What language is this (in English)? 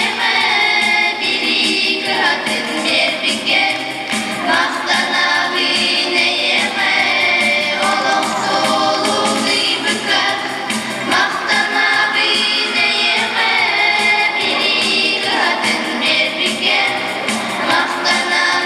Yakut